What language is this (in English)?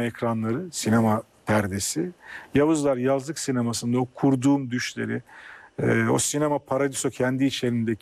Turkish